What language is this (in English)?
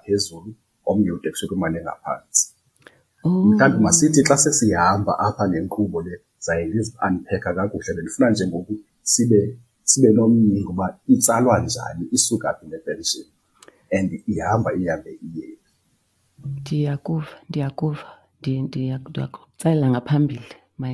Xhosa